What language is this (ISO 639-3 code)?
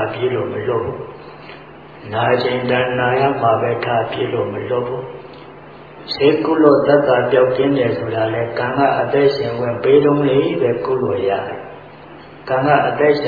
mya